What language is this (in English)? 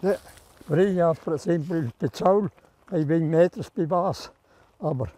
Romansh